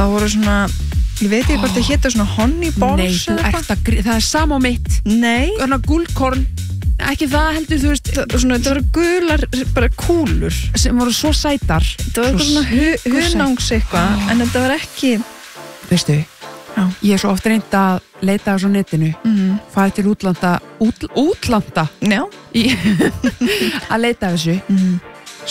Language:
Icelandic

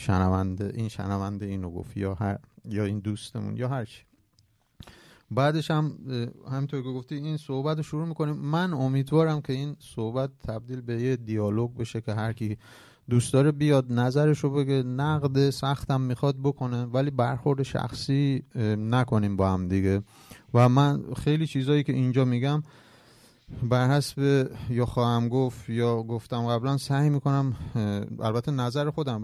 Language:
Persian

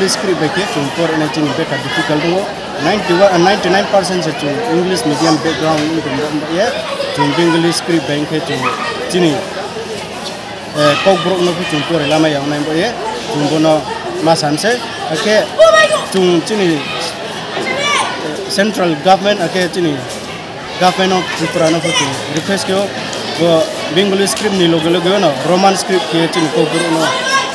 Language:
Riang (India)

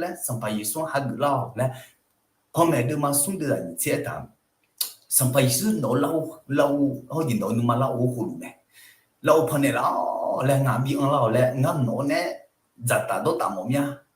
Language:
Akha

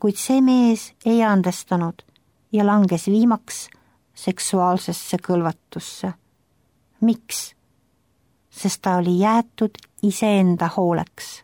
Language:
Estonian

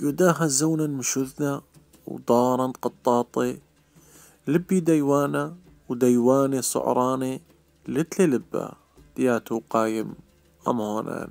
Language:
Assyrian Neo-Aramaic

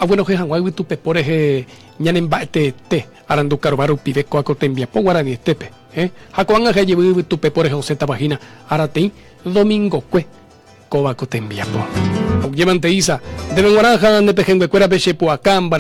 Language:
Guarani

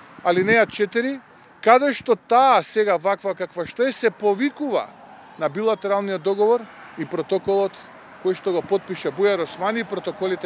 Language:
Macedonian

